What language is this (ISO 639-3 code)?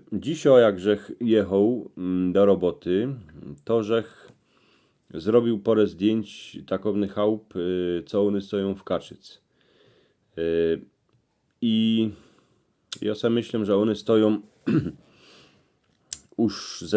szl